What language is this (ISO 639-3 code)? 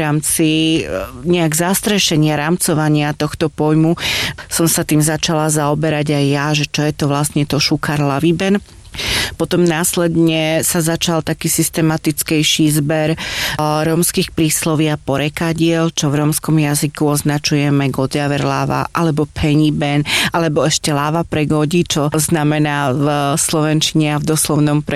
slk